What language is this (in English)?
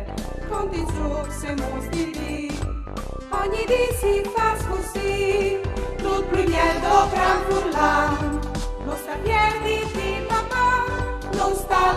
Friulian